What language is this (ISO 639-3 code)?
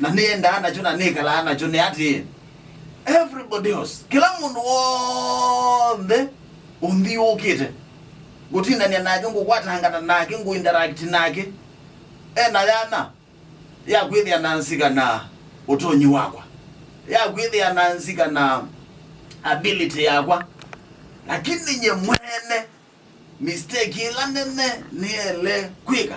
kam